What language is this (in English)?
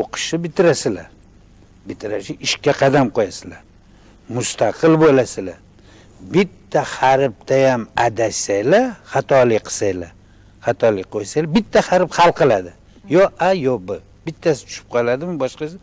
Uzbek